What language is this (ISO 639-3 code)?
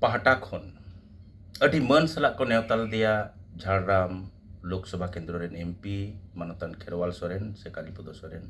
sat